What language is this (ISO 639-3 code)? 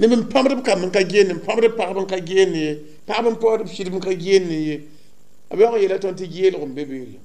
mos